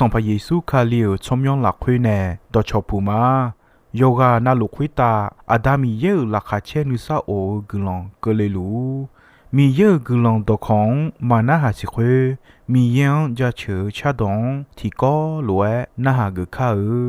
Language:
Akha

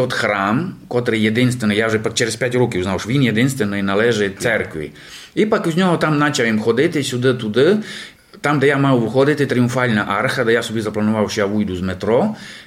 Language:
Rusyn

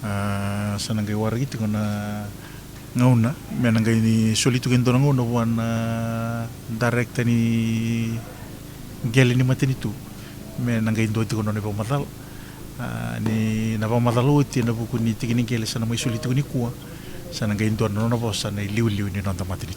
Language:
Fijian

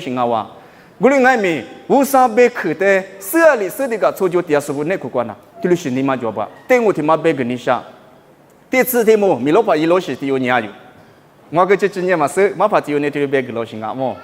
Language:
Lisu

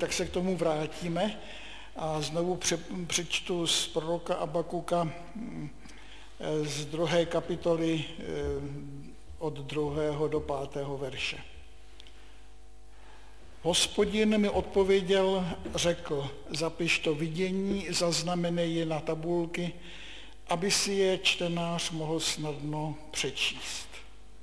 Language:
Czech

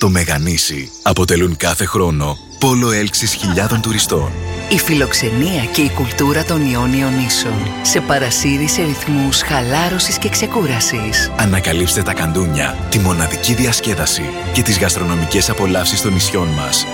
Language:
Greek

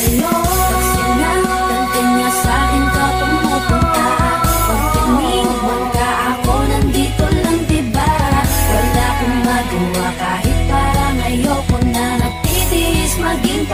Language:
Filipino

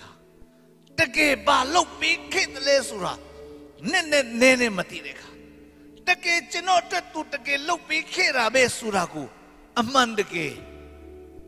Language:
Burmese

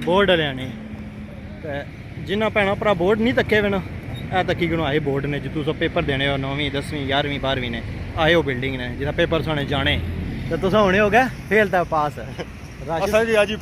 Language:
Pahari-Potwari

